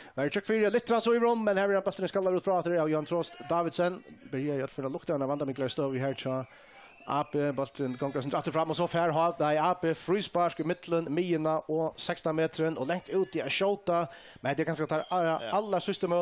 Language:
Faroese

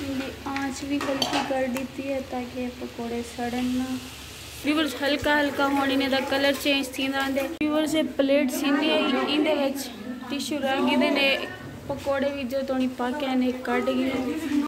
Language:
Saraiki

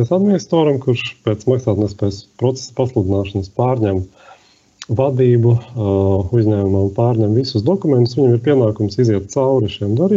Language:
Latvian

